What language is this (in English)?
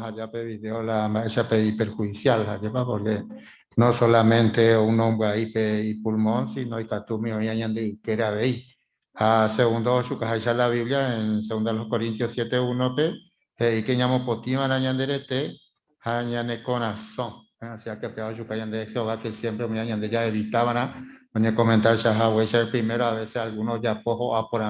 Guarani